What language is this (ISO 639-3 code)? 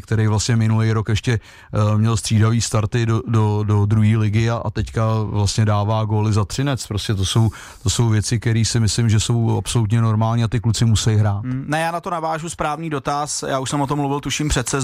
ces